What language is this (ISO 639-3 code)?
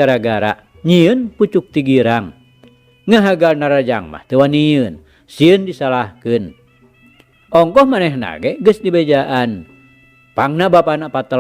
sun